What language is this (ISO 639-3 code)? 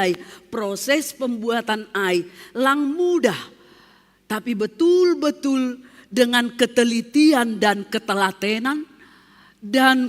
bts